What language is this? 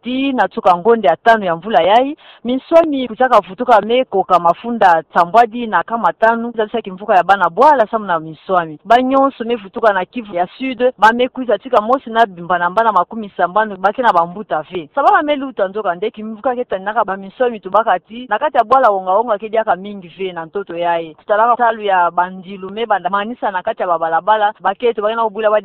Kituba (Democratic Republic of Congo)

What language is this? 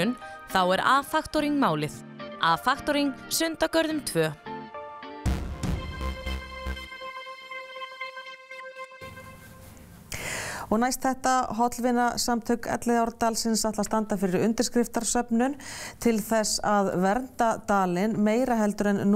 Icelandic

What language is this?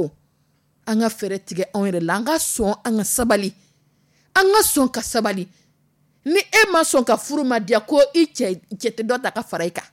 Dyula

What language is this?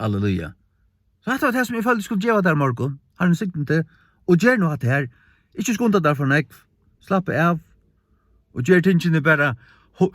Faroese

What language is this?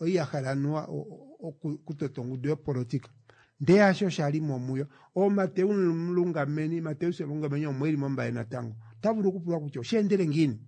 Kuanyama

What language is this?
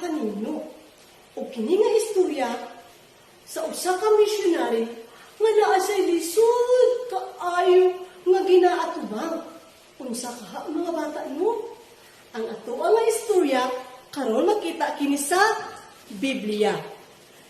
Cebuano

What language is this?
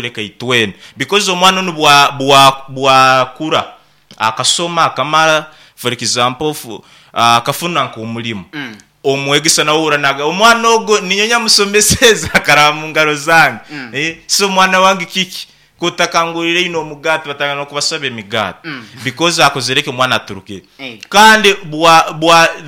Nyoro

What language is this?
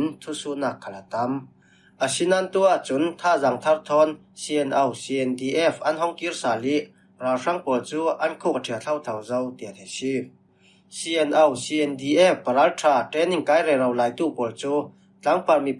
Falam Chin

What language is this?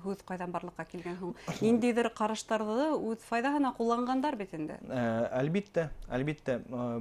Bashkir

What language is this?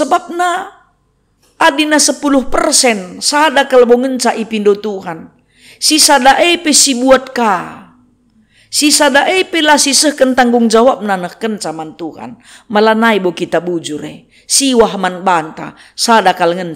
Batak Karo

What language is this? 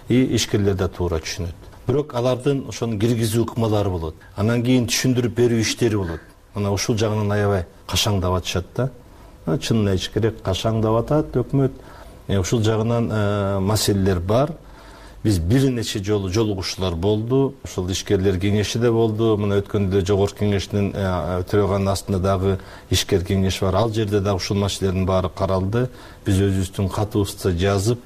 Kyrgyz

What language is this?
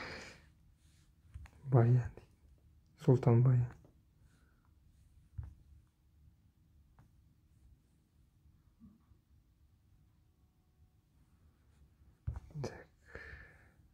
Kazakh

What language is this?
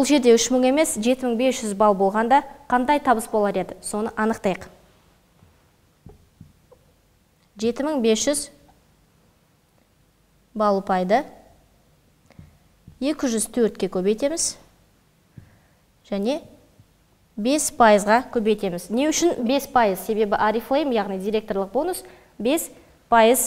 Kazakh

